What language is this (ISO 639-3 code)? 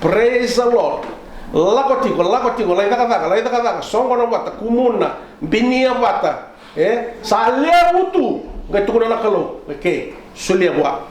fij